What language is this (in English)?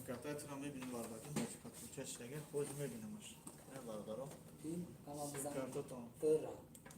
Tajik